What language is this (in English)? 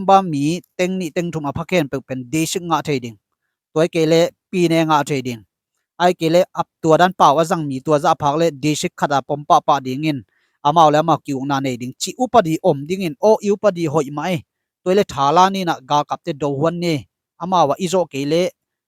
Tedim Chin